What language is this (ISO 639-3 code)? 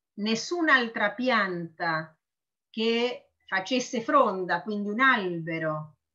ita